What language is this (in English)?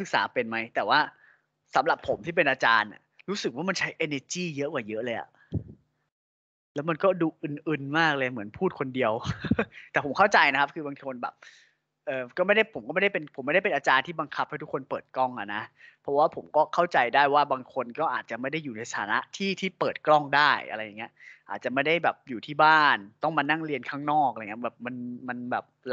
Thai